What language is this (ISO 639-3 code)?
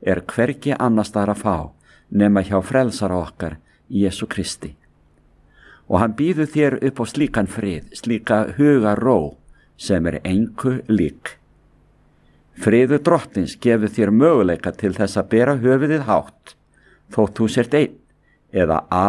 isl